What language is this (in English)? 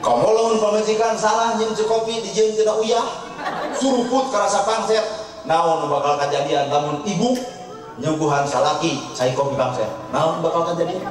Sundanese